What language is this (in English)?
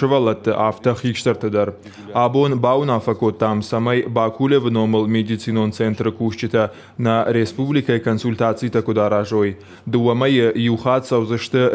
Ossetic